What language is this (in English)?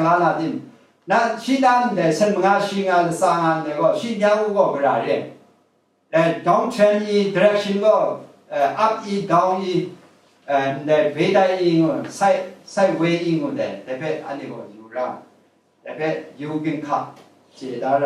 Kachin